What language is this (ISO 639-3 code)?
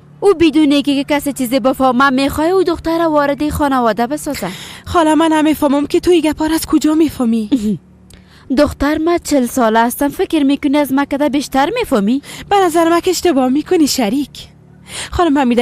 fas